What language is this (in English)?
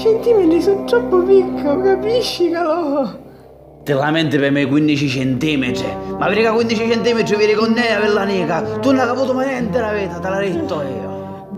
Sicilian